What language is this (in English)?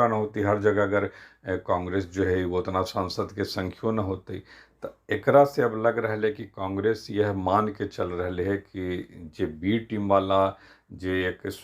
Magahi